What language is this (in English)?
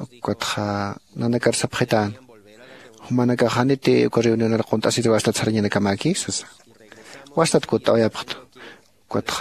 Aymara